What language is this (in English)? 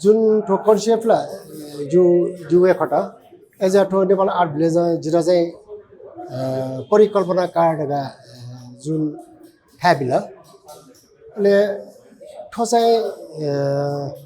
Newari